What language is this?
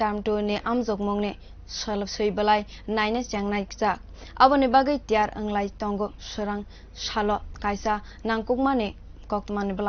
Kok Borok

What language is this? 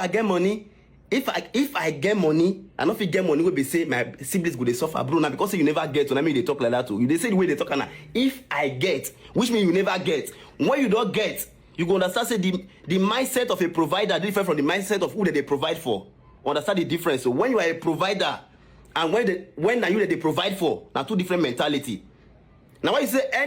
Nigerian Pidgin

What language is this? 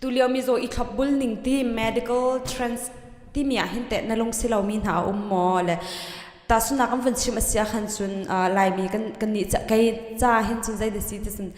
Hakha Chin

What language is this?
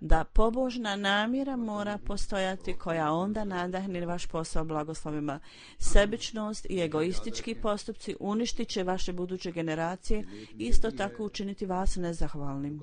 Croatian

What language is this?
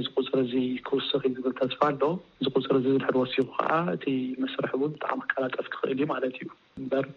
Tigrinya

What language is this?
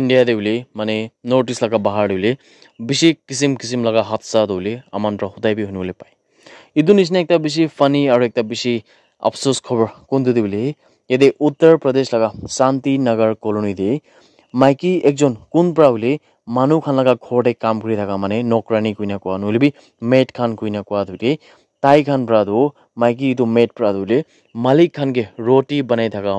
Naga Pidgin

